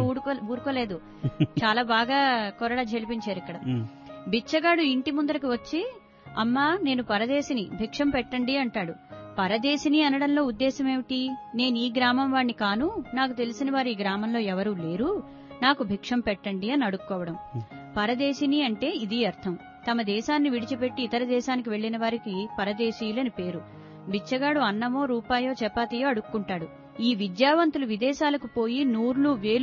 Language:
Telugu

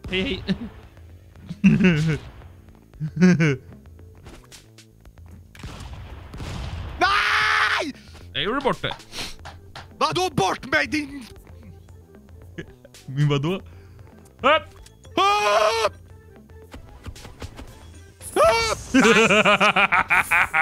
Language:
Swedish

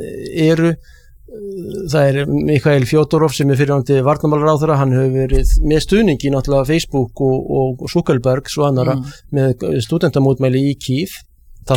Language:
Icelandic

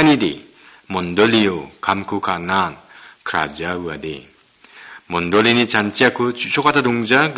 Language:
Garo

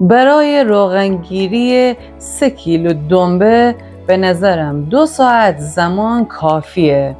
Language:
Gilaki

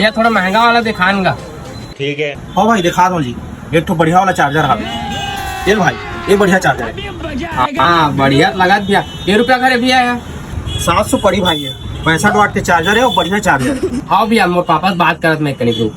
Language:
Chhattisgarhi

